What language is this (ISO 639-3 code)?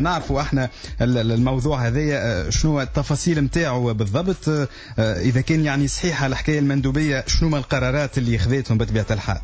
aeb